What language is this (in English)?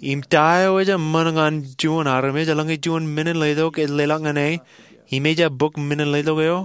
Marshallese